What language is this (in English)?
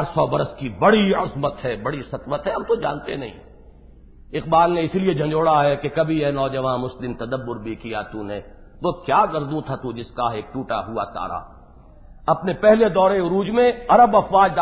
Urdu